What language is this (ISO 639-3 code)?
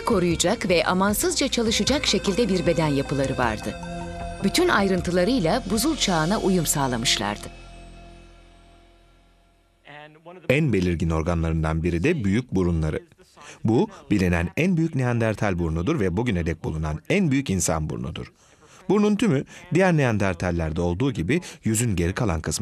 tur